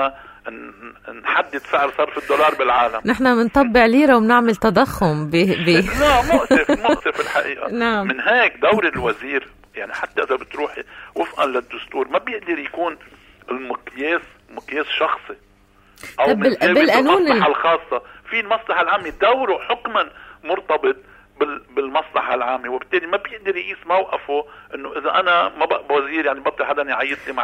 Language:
North Levantine Arabic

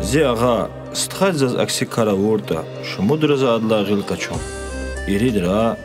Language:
Lezghian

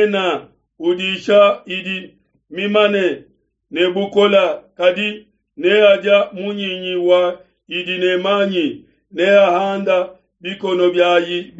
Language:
Luba-Lulua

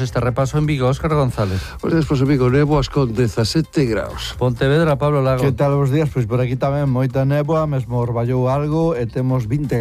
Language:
Galician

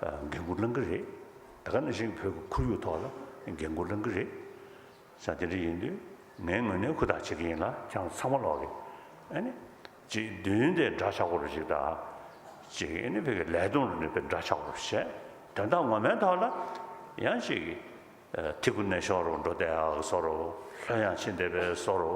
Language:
Tibetan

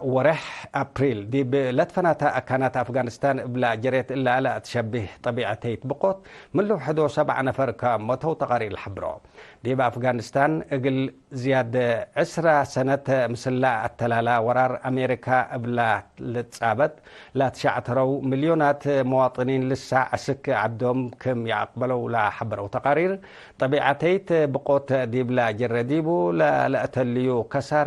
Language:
Tigre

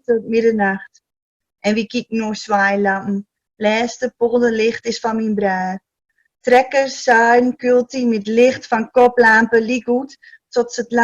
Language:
Gronings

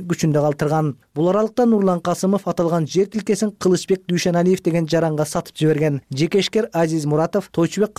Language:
Kyrgyz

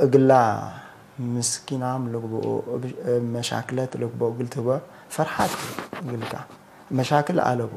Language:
Tigre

